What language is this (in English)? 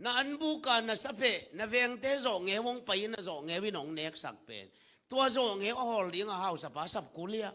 Tedim Chin